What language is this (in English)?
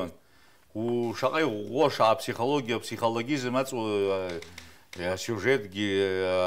Abkhazian